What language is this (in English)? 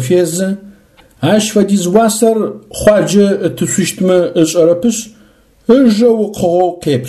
Adyghe